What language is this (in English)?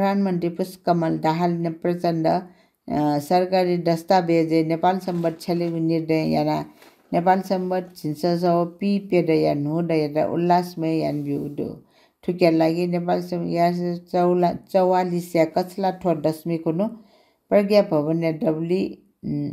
Newari